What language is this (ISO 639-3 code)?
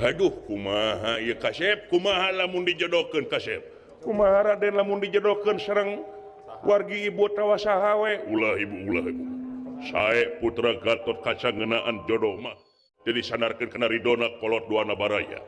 sun